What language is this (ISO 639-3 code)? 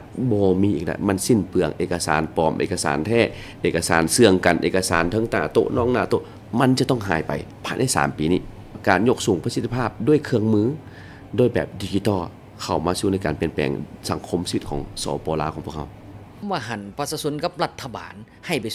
lao